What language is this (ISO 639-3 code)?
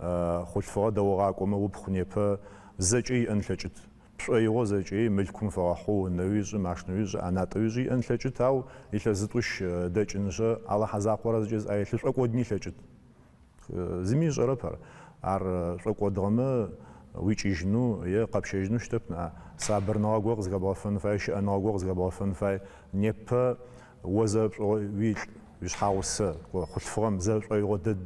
ady